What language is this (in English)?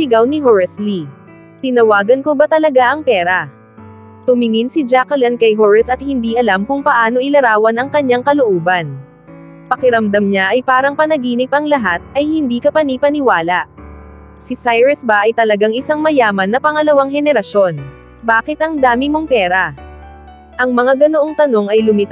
Filipino